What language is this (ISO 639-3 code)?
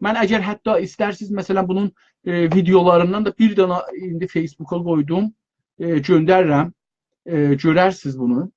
azb